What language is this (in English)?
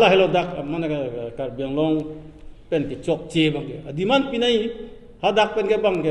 Karbi